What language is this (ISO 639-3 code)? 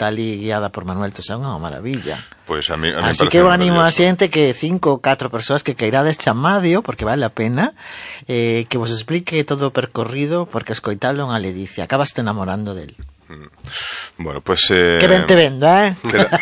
glg